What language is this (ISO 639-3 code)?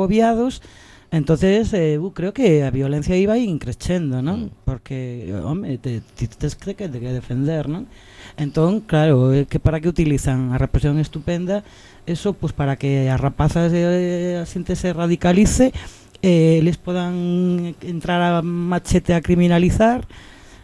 glg